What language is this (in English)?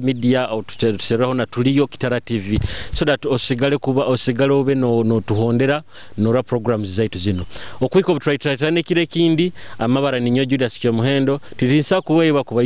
Nyoro